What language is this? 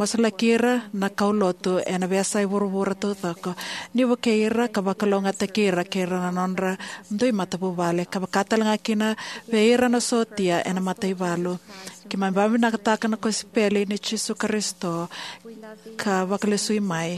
Fijian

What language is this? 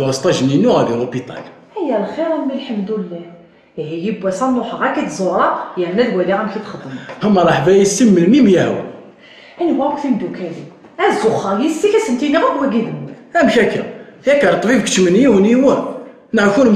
Kabyle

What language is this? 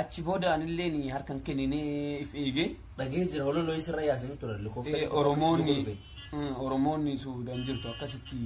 Oromo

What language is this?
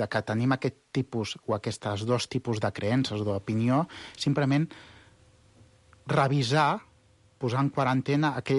Catalan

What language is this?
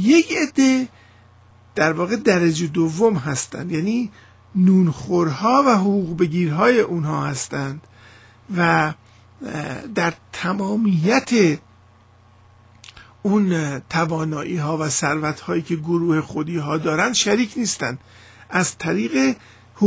Persian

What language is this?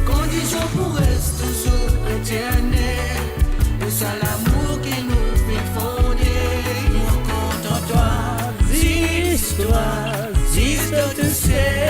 Morisyen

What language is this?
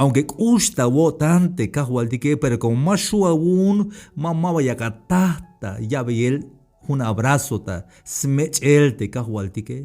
Tzeltal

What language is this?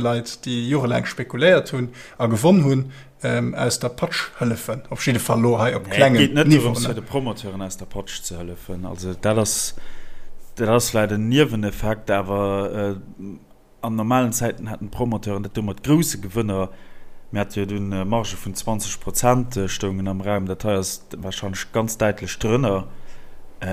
Luxembourgish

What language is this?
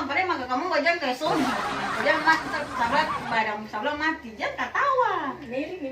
Ambonese Malay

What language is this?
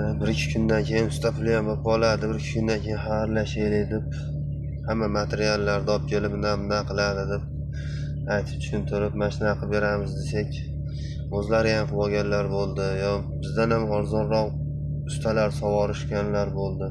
Uzbek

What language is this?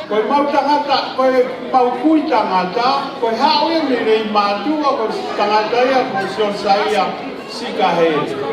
Tongan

